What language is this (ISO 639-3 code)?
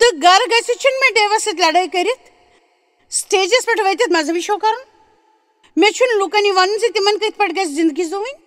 kas